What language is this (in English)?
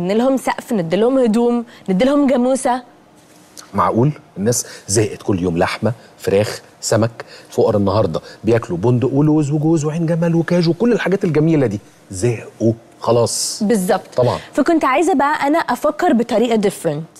Egyptian Arabic